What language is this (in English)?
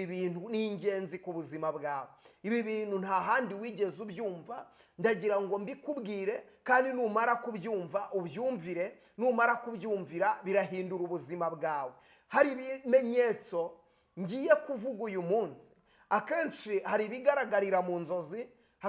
Kinyarwanda